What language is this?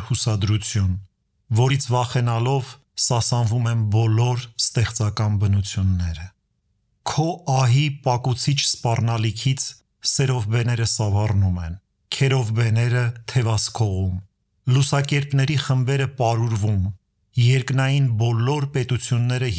Armenian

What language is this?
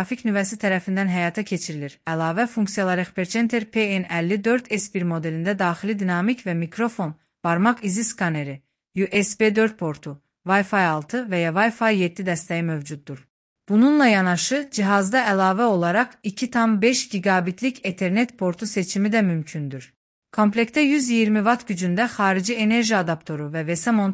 Azerbaijani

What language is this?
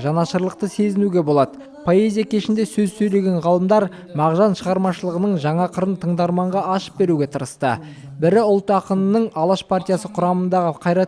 Kazakh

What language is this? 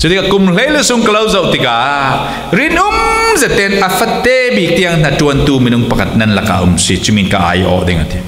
Falam Chin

